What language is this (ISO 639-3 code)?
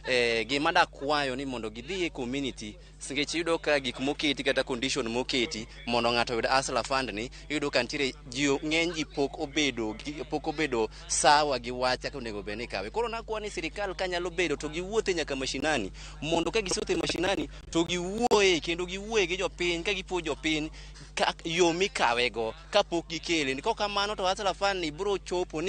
luo